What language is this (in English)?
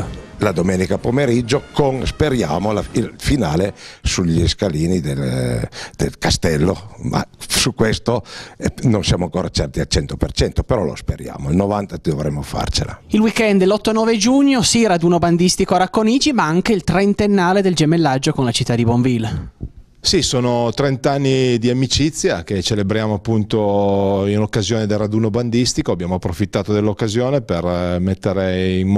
Italian